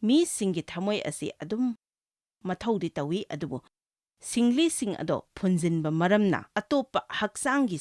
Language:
Manipuri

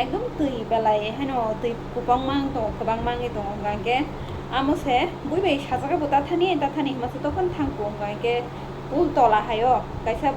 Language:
Kok Borok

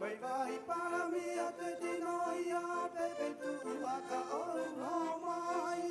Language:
Rapanui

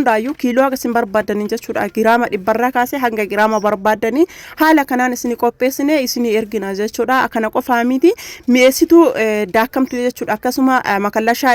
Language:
Oromo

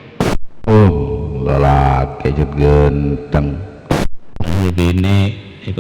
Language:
Madurese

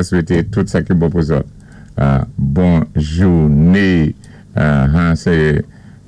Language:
Saint Lucian Creole French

